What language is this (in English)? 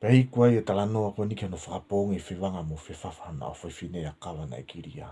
Tongan